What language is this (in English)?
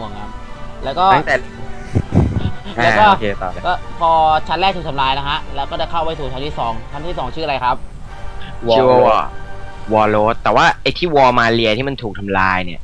Thai